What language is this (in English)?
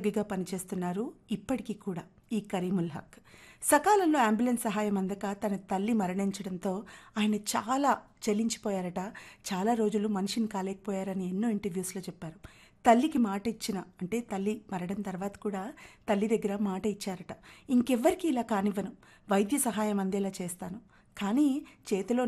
Telugu